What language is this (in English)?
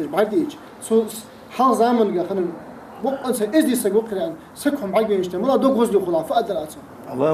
Ingush